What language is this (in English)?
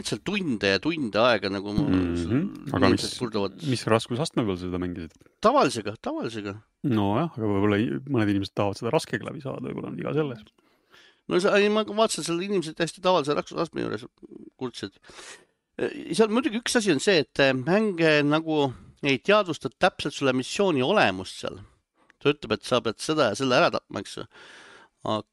Estonian